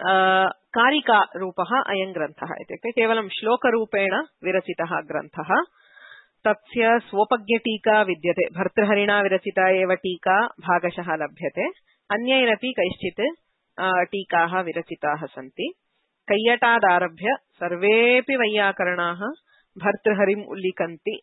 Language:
Sanskrit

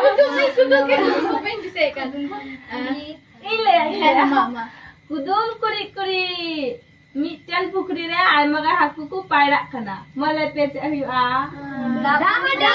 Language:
Santali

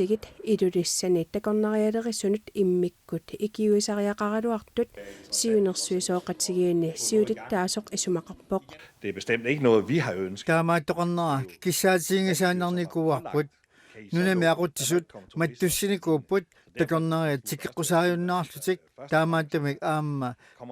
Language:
Kalaallisut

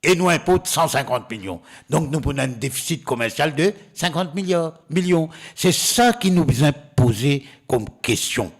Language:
Morisyen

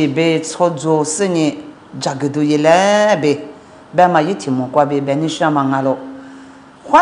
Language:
Lisu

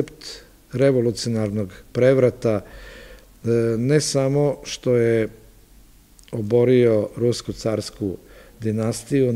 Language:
Serbian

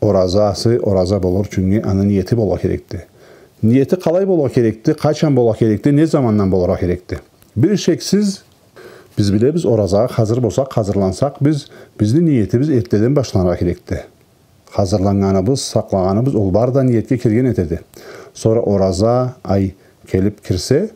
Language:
Karachay-Balkar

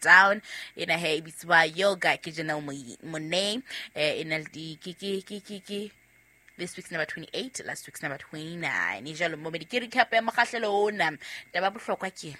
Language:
Southern Sotho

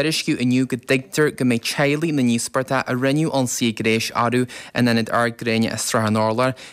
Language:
Irish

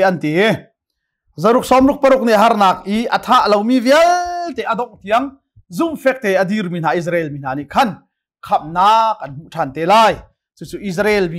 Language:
Hakha Chin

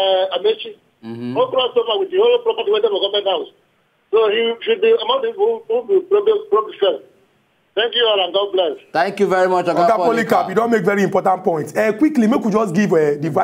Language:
Nigerian Pidgin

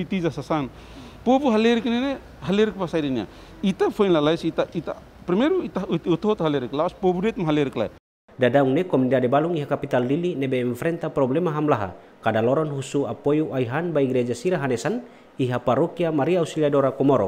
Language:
Tetum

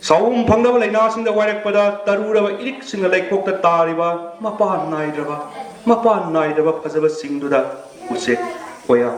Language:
Manipuri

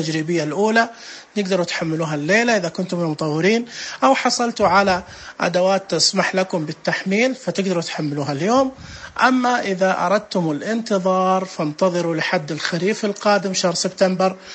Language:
Najdi Arabic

